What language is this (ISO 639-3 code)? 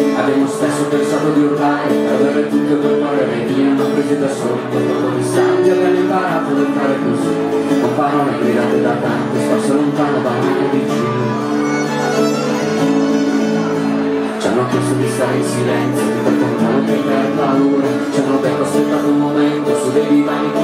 ita